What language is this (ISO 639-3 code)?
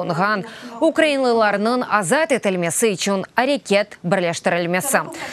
crh